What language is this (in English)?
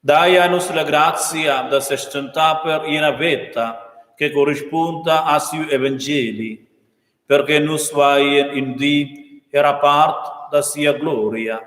Romansh